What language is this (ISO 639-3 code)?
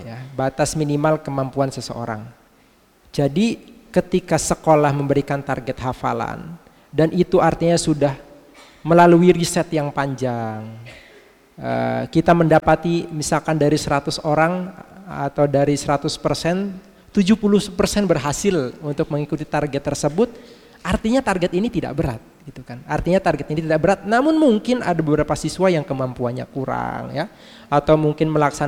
ind